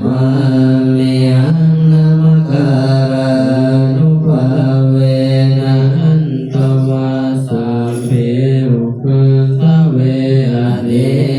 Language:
Pali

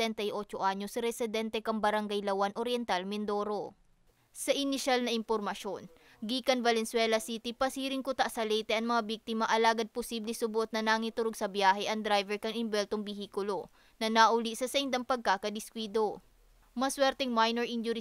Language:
Bikol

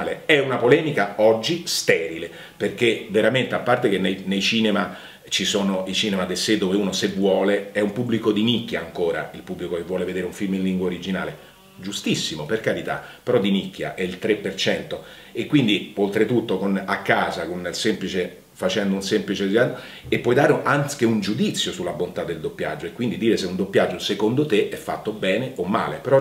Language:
Italian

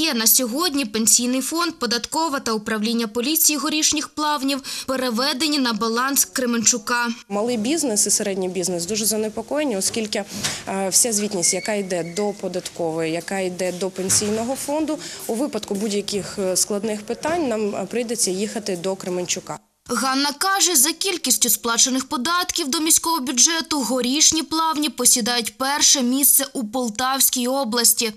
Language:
Ukrainian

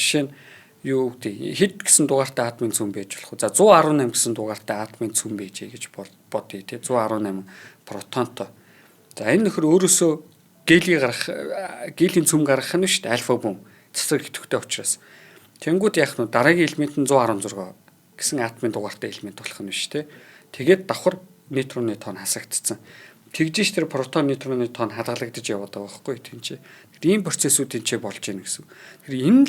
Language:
Mongolian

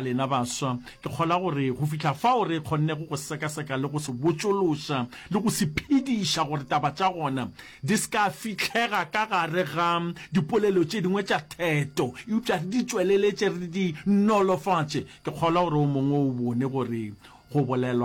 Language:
Northern Sotho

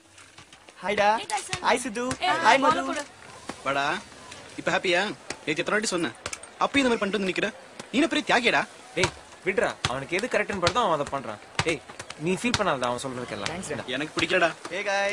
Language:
Tamil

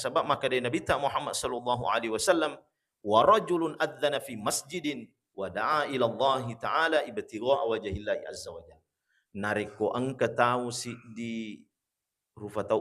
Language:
Buginese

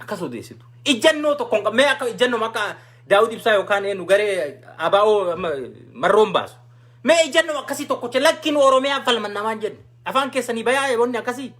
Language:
Oromo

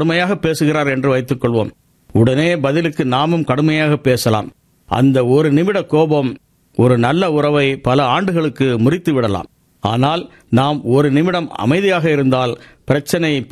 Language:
Tamil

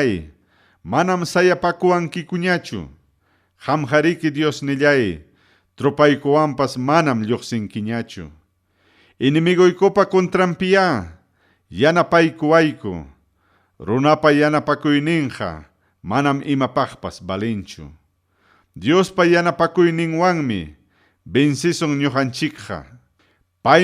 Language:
Ayacucho Quechua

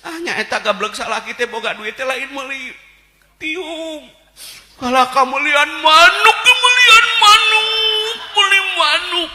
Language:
Sundanese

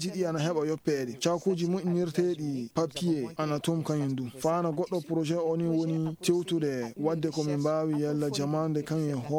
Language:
Fula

